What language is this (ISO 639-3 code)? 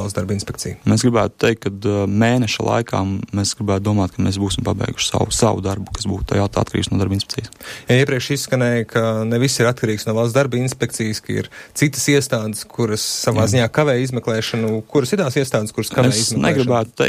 lav